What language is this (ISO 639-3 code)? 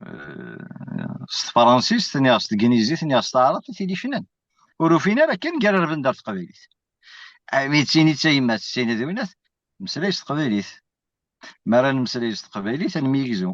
kab